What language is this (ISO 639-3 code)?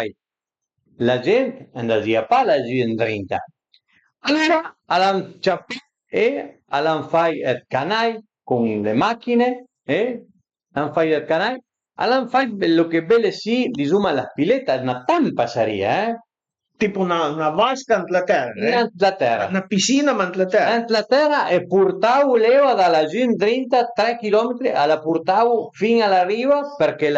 pms